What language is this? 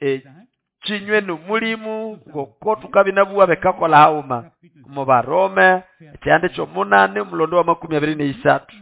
Nande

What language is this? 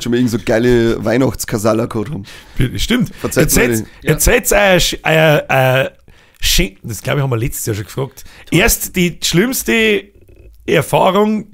Bavarian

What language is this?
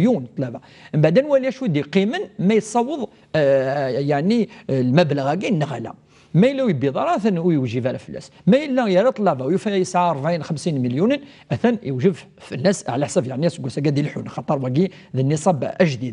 Kabyle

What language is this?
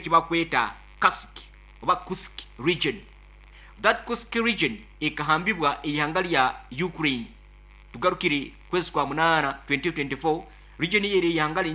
Nyankole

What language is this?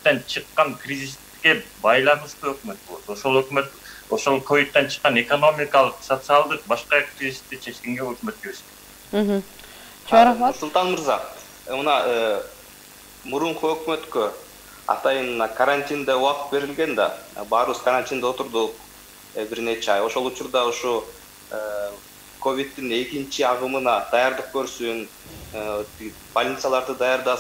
Kyrgyz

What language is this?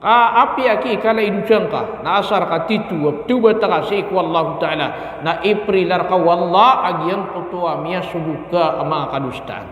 Maranao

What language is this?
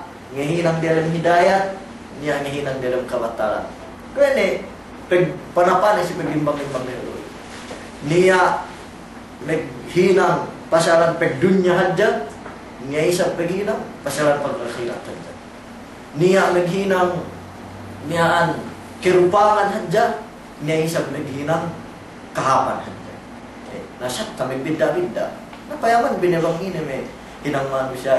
Yakan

